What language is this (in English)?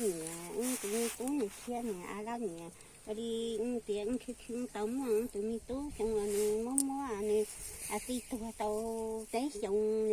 Hmong